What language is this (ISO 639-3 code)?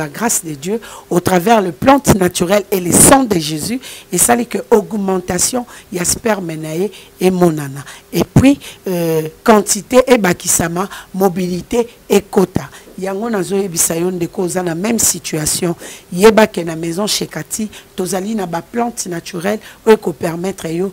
lin